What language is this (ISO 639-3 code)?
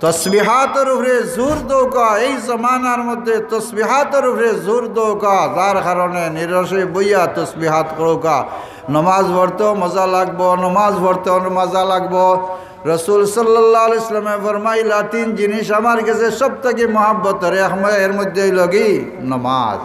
syl